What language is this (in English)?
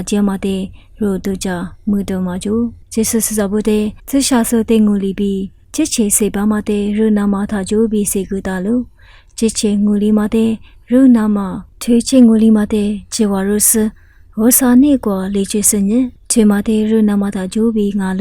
Lisu